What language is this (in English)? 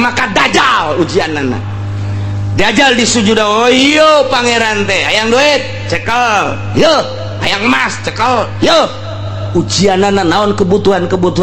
Sundanese